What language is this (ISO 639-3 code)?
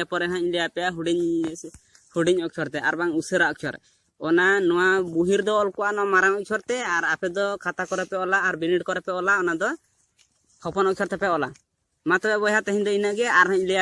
sat